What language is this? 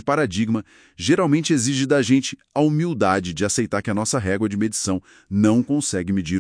Portuguese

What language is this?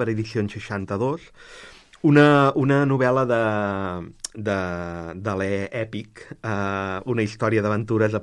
Catalan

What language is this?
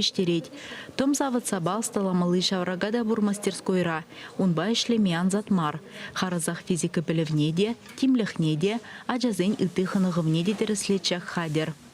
Chuvash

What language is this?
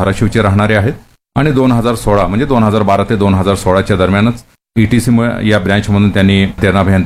Marathi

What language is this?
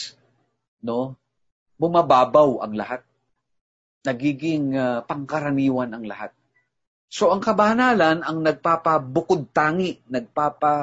Filipino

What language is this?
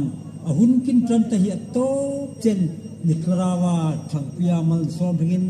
Hmar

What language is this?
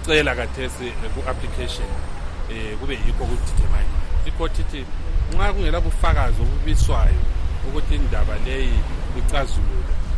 North Ndebele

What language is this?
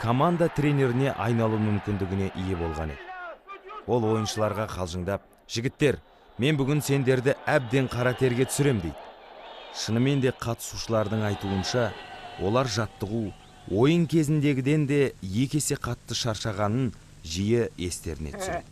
Kazakh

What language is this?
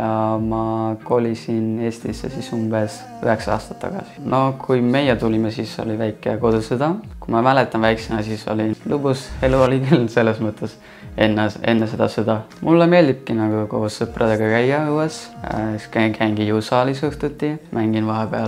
Estonian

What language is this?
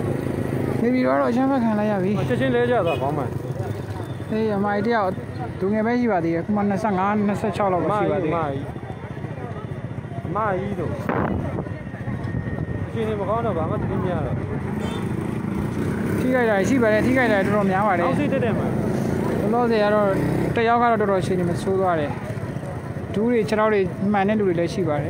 Burmese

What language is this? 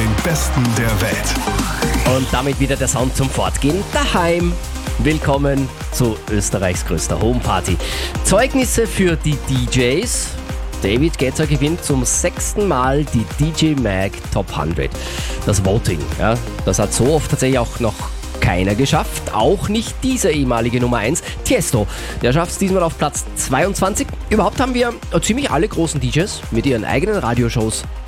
German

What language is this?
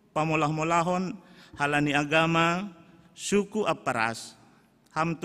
Batak Simalungun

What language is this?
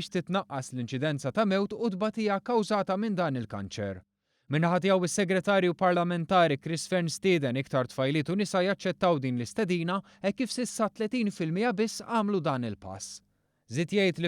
Maltese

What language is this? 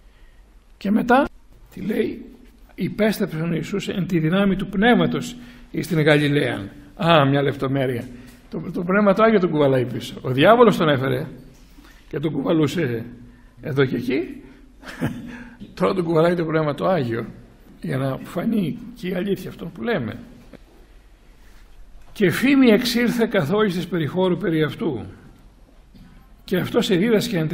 Greek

